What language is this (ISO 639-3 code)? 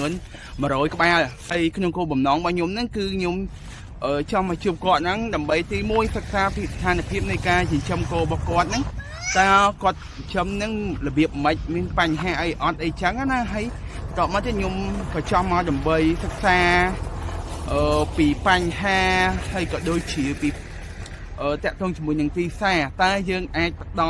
khm